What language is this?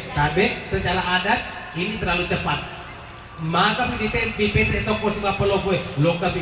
Buginese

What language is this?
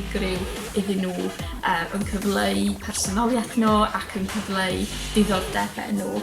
Welsh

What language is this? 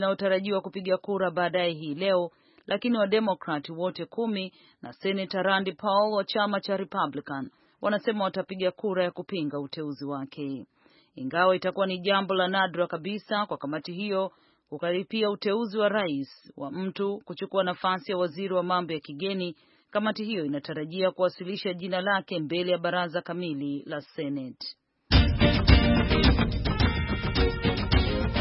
Swahili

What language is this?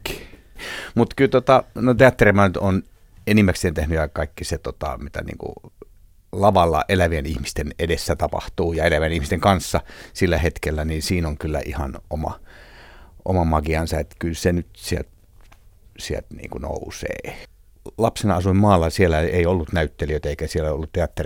Finnish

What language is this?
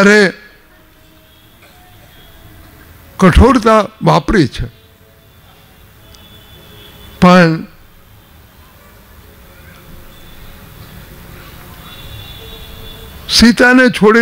Gujarati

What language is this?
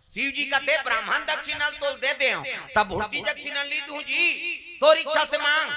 Chhattisgarhi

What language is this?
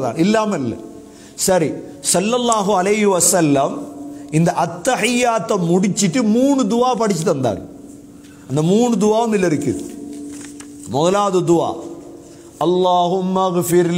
Tamil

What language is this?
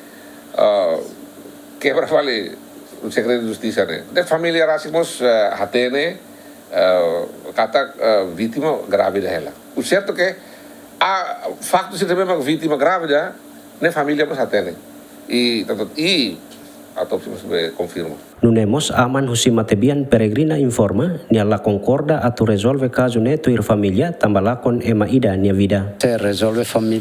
Tetum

